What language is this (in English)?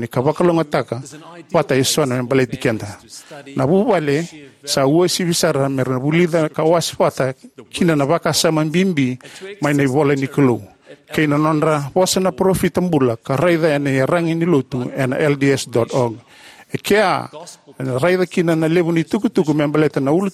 Fijian